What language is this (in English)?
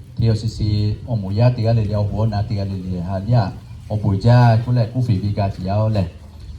Lahu